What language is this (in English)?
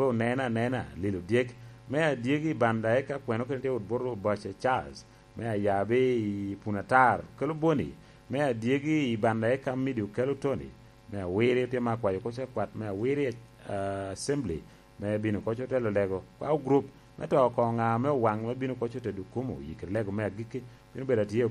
Lango (Uganda)